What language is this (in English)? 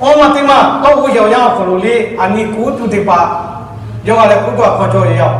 Lahu